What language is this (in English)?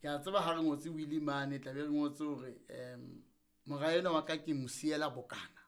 Southern Sotho